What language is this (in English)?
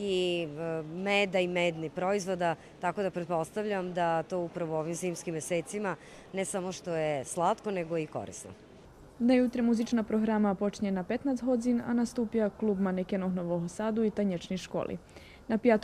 Rusyn